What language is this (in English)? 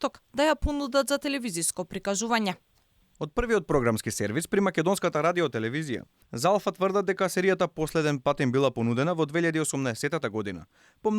Macedonian